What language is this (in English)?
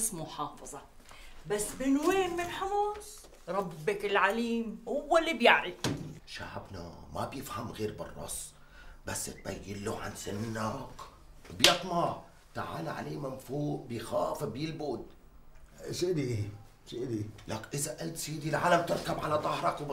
North Levantine Arabic